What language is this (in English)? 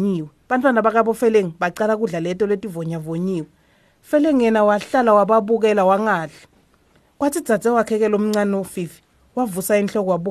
Swati